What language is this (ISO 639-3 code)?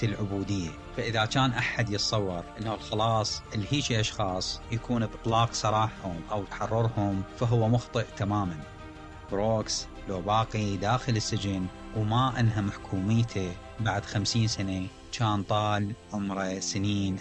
acm